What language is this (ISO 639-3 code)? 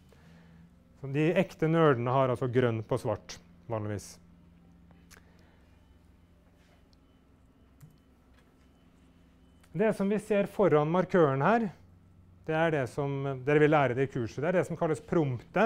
nor